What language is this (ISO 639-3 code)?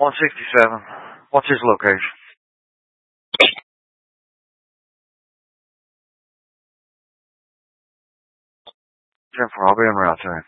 eng